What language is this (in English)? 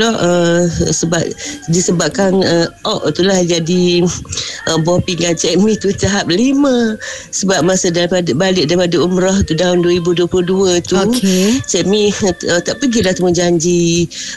Malay